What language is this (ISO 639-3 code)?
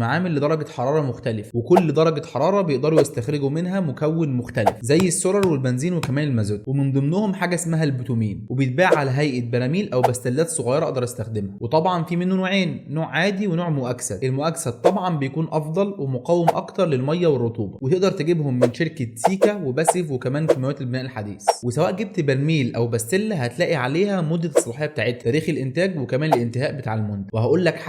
arz